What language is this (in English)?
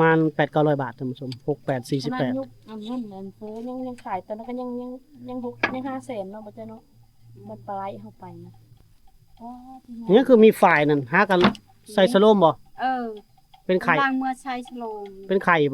Lao